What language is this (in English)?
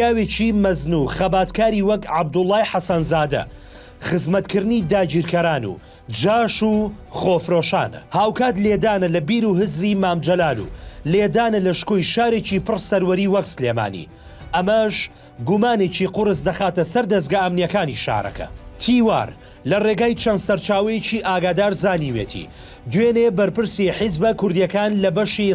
Central Kurdish